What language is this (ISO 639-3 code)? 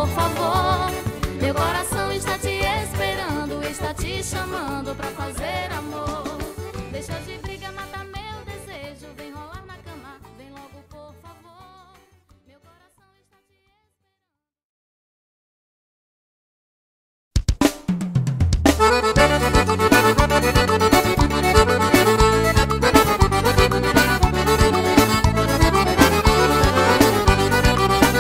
por